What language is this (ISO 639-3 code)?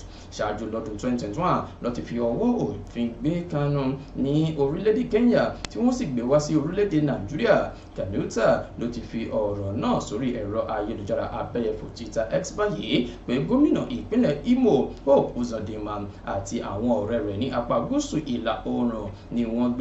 yor